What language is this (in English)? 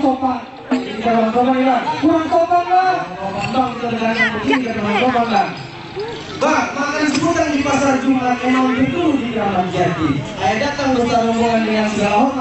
Betawi